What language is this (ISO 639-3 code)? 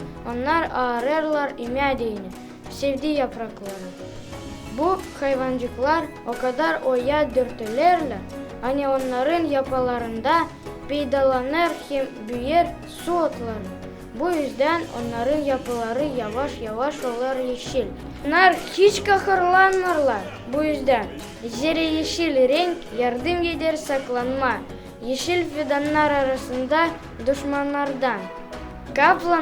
gag